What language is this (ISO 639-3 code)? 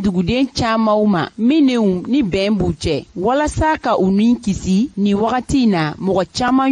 bam